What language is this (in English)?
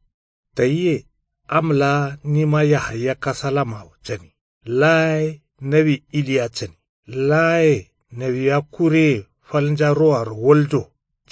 Kanuri